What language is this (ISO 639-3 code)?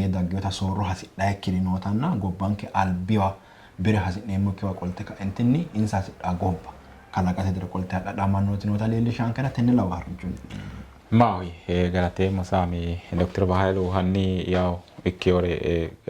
sid